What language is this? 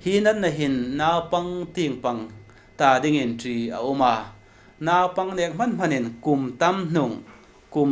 Hmar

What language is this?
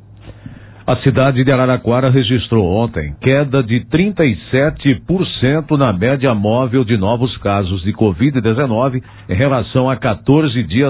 Portuguese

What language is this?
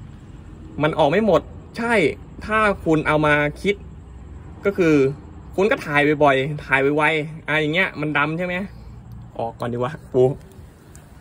Thai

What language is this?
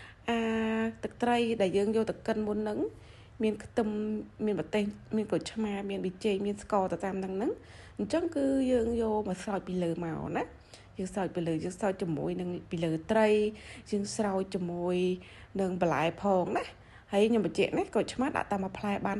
Khmer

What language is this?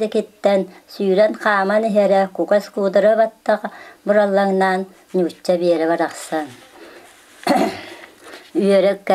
Yakut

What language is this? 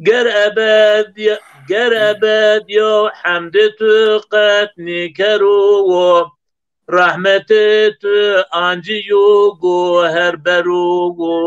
Zaza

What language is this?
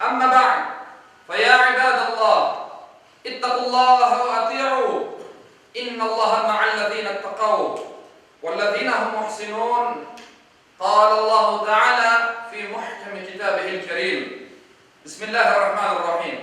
Crimean Tatar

